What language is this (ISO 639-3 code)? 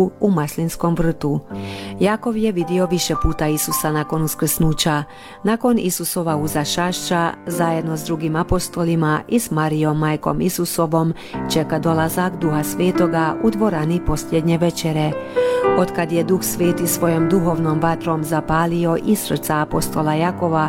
hrv